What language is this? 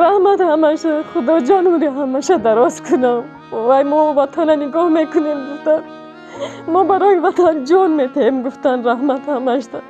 Tajik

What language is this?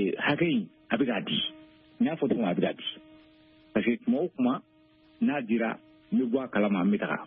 Bambara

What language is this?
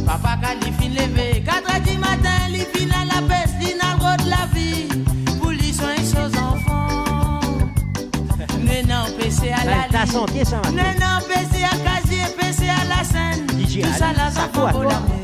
Morisyen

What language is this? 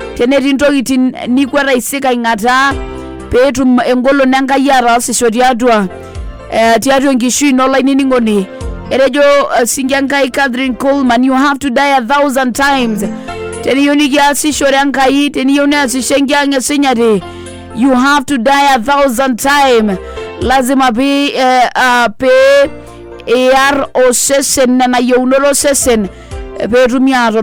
Masai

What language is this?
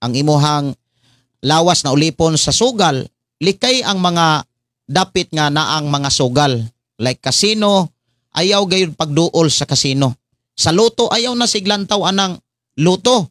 Cebuano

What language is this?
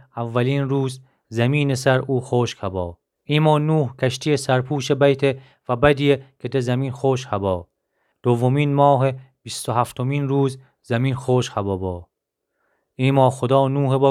Gilaki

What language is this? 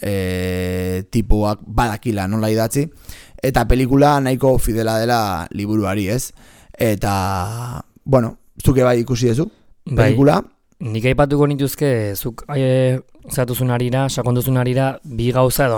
Basque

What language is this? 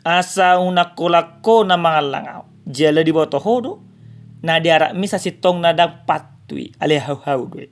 Batak Toba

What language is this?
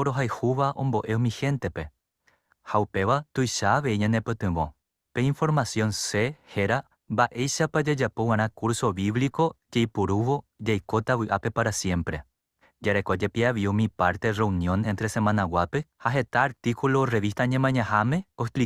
Guarani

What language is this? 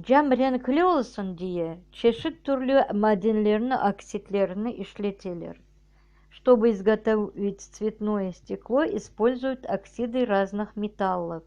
Crimean Tatar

